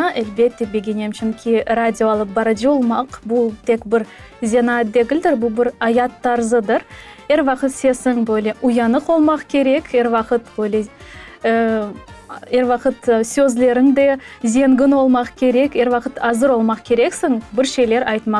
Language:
Crimean Tatar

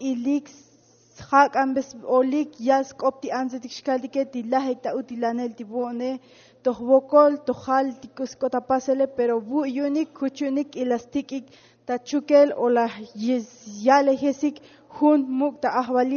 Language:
Tzotzil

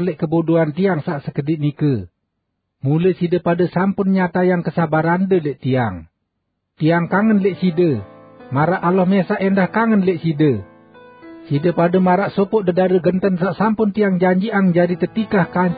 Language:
Sasak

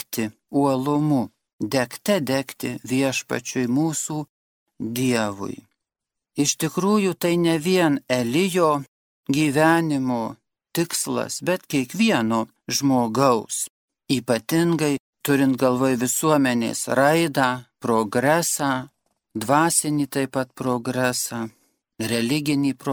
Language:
Lithuanian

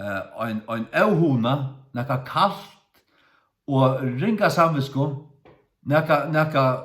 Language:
Faroese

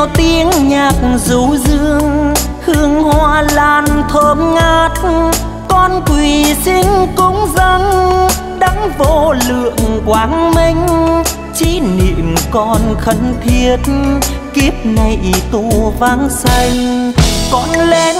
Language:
Vietnamese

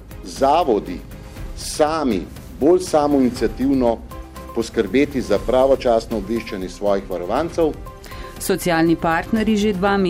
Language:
Slovenian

